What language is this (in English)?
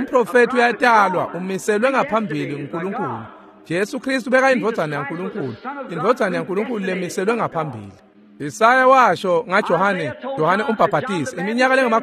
Swati